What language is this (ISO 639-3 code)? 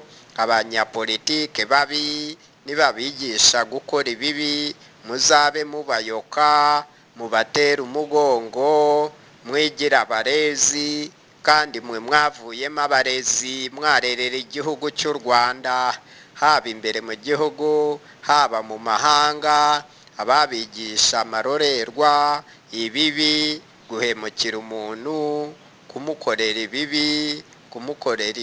kin